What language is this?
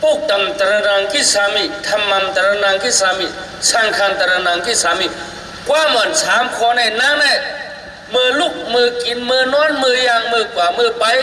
Shan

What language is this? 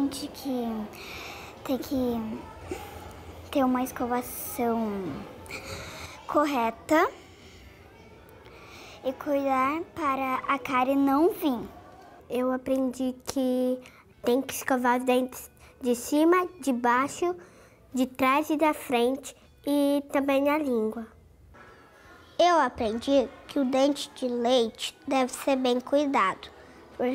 Portuguese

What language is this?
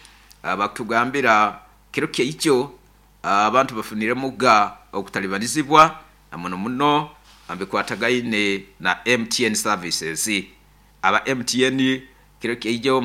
Nyoro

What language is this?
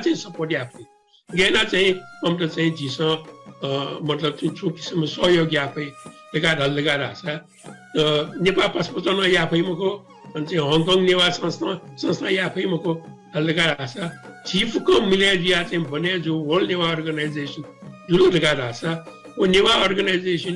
Newari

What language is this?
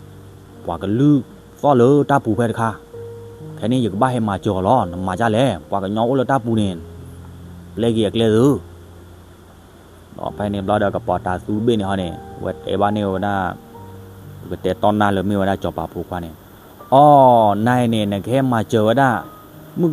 S'gaw Karen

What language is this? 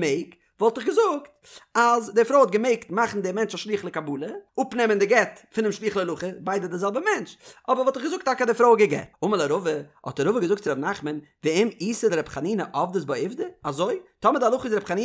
Yiddish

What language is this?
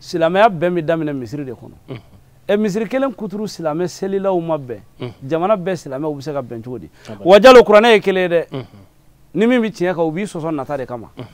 Bambara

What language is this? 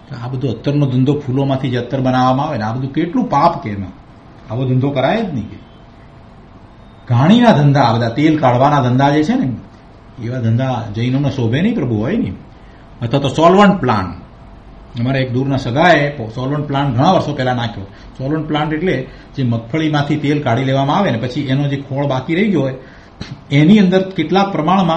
Gujarati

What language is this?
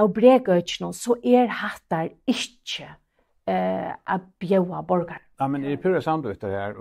Faroese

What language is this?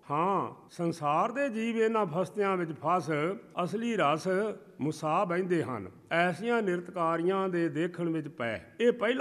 Punjabi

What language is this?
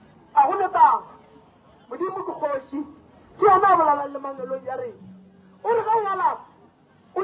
Northern Sotho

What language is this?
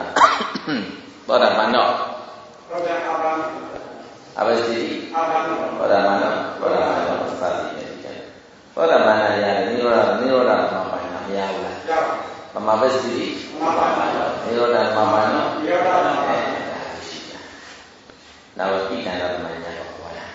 Burmese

